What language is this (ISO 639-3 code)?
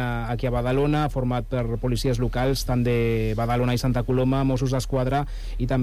cat